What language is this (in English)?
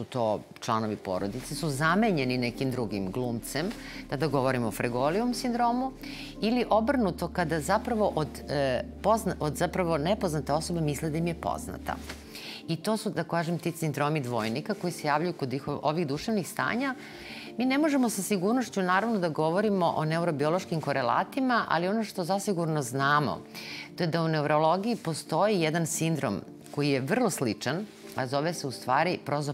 Serbian